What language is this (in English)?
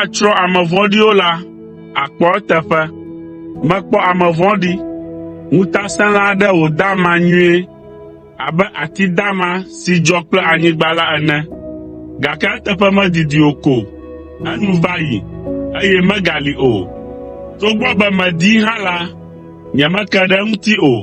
Ewe